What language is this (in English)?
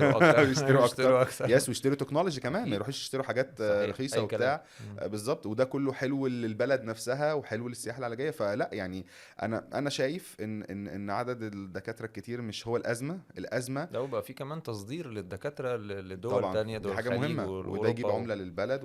Egyptian Arabic